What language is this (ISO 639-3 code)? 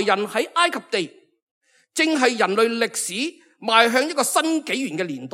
yue